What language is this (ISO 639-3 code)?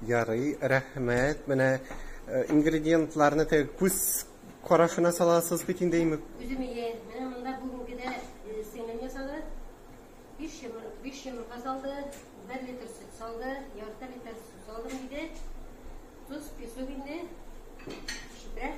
tat